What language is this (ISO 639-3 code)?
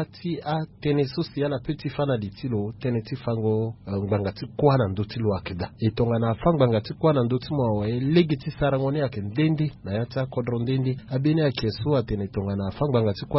sag